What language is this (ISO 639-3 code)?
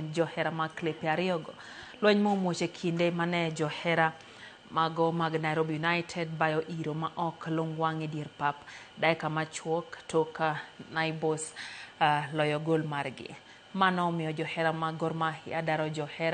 luo